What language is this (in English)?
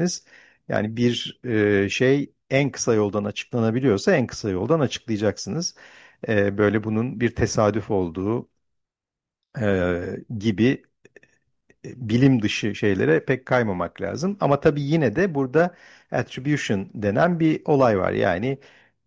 Turkish